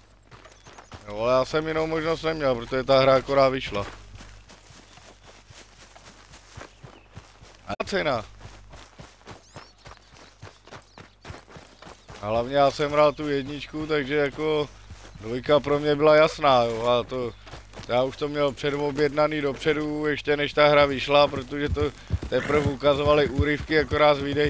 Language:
Czech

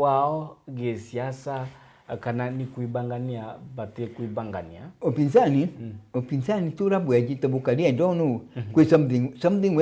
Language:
Meru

